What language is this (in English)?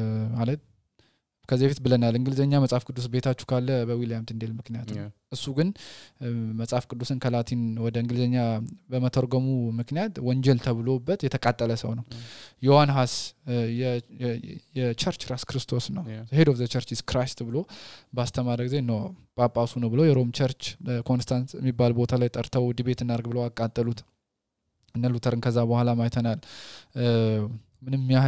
Amharic